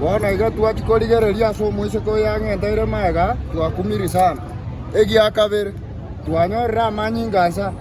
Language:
Gusii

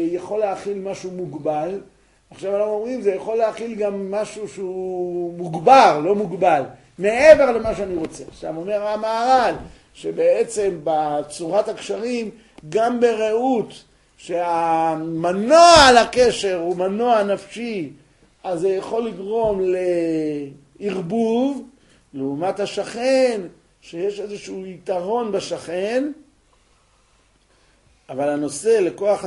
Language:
Hebrew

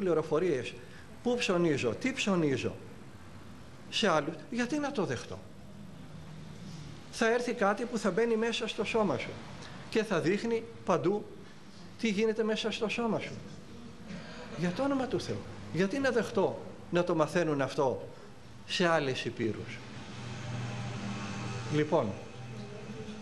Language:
Greek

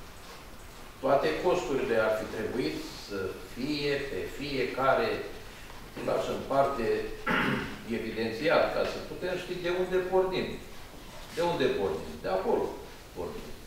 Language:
Romanian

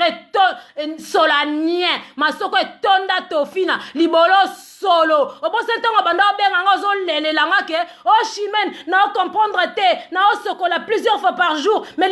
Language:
Lingala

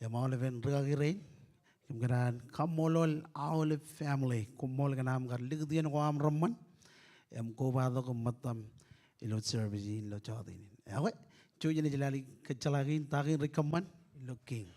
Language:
Marshallese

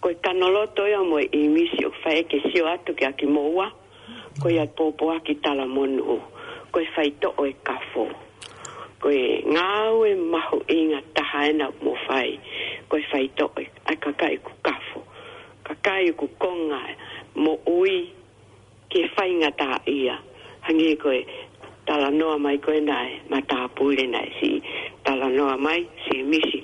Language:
Tongan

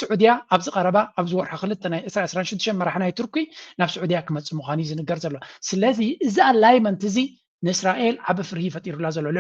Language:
Tigrinya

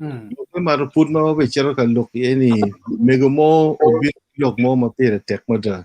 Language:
Acoli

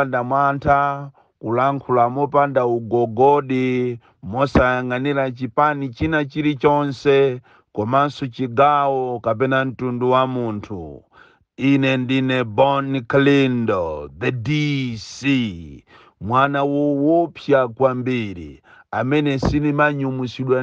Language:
Nyanja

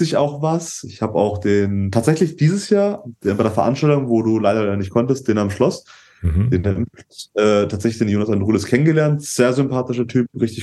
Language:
German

